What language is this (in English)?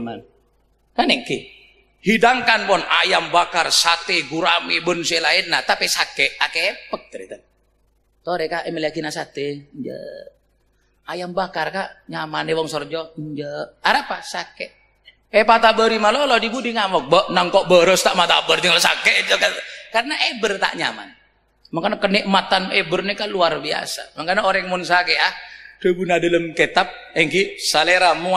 Madurese